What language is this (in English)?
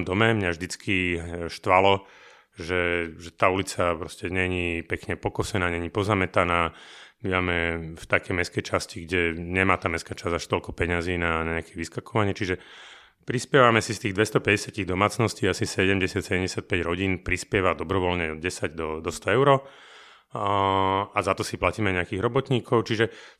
Slovak